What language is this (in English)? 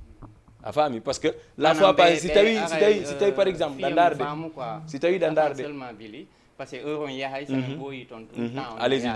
Fula